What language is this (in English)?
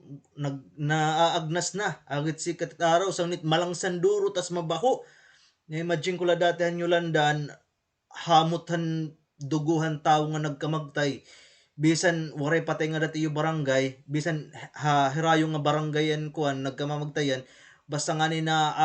Waray